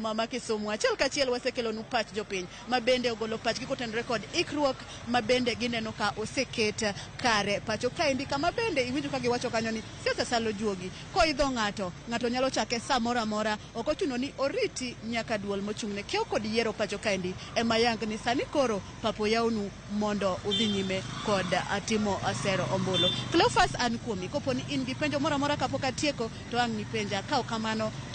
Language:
Luo (Kenya and Tanzania)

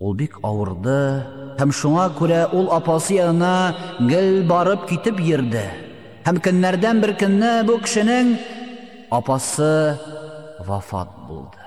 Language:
Tatar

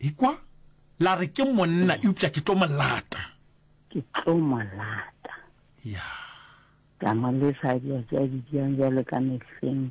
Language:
Northern Sotho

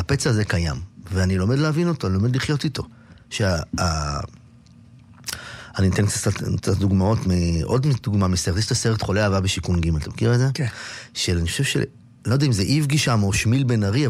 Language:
Hebrew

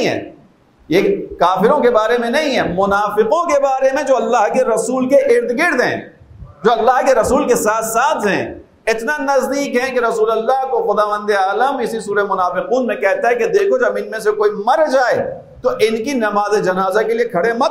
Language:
Urdu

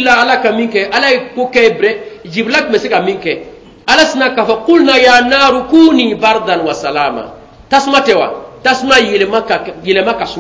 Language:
Bambara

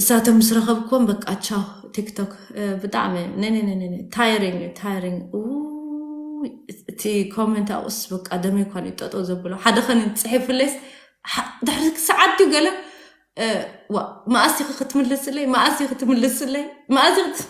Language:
Tigrinya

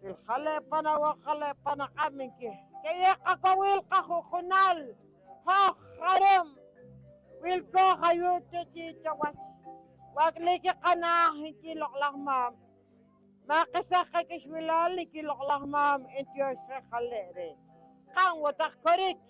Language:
Poqomchi'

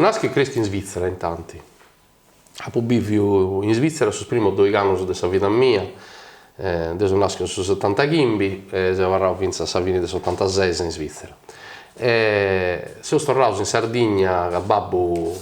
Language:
Sardinian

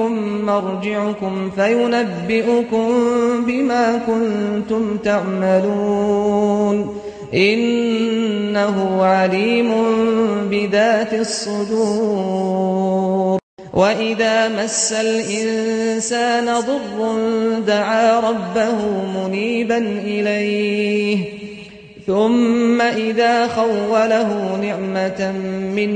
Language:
Arabic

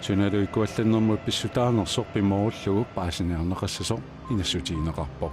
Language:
Kalaallisut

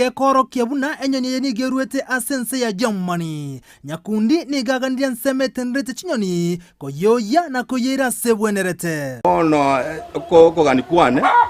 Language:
Gusii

